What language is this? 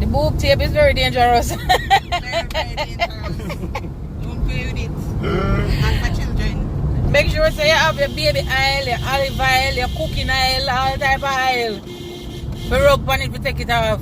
Jamaican Creole English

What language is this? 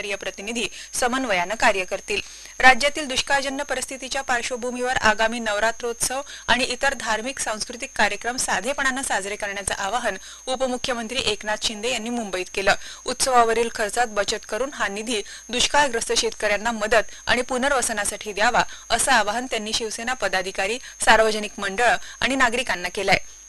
Marathi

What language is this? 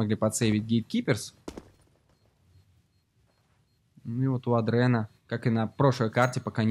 Russian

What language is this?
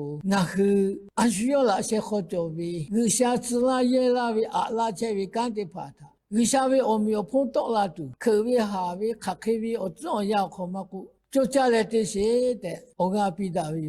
Lahu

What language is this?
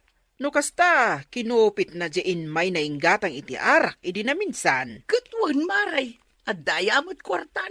Iloko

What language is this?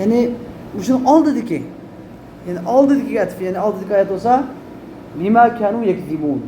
Uyghur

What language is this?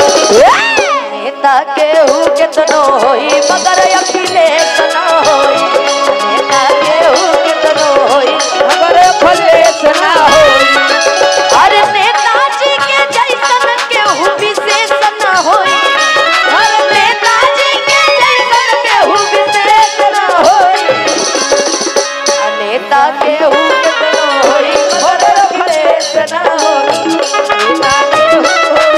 Bhojpuri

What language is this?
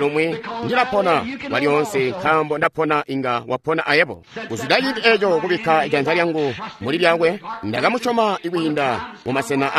Tonga (Zambia)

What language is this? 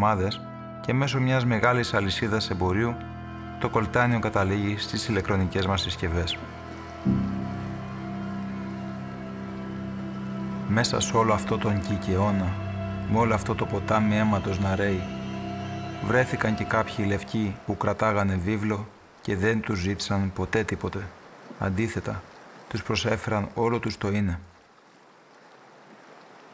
Greek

